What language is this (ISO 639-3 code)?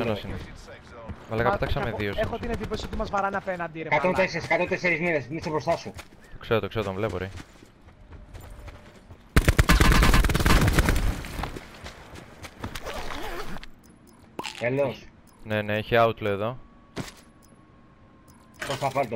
ell